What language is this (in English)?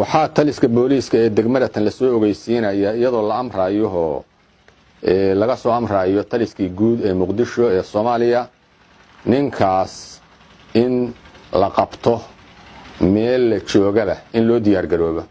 Somali